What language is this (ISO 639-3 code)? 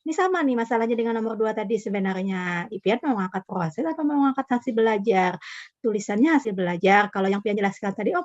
bjn